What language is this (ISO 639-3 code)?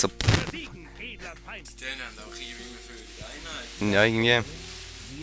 gsw